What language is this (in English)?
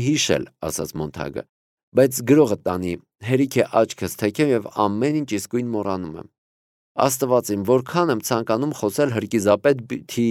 Armenian